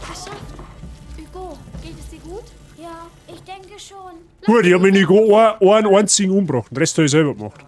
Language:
Bavarian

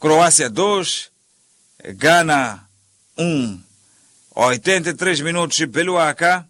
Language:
Tsonga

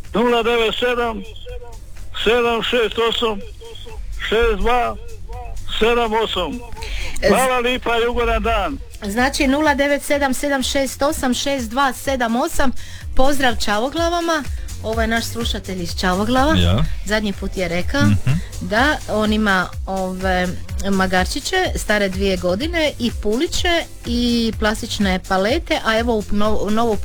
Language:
Croatian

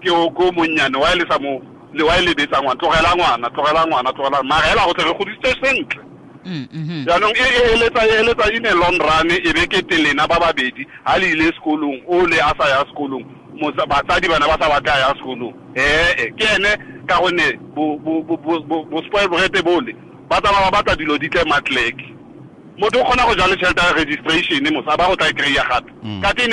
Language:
Tswana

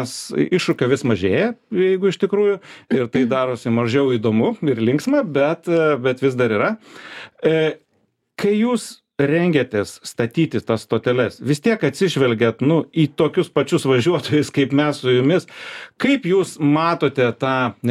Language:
Lithuanian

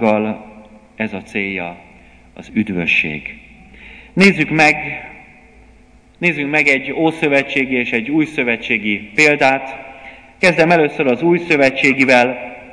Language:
Hungarian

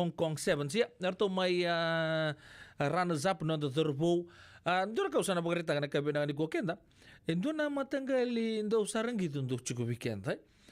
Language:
Fijian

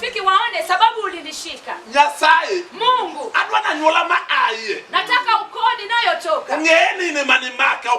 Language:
Luo (Kenya and Tanzania)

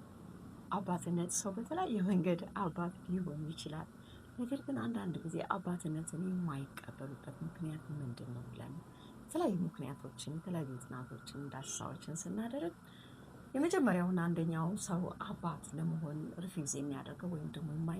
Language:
Amharic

